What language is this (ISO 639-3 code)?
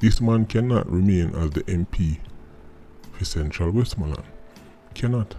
jam